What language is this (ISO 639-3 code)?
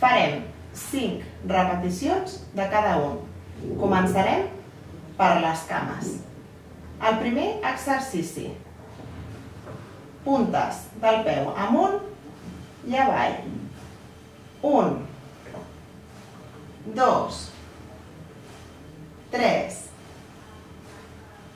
cat